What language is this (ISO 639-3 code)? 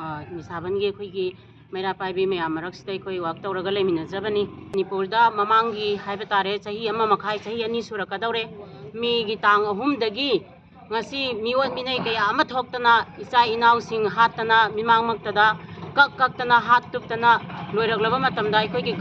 mni